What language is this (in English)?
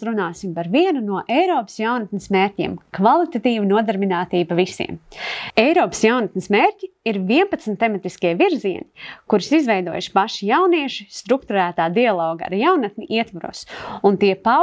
Latvian